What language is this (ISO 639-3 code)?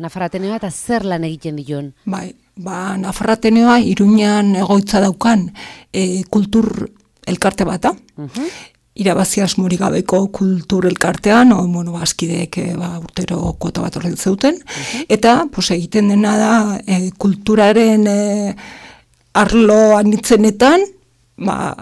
eus